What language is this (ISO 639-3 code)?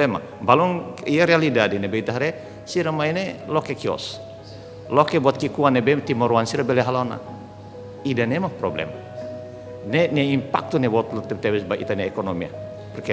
tet